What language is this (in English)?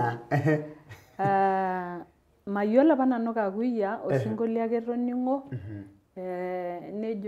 Masai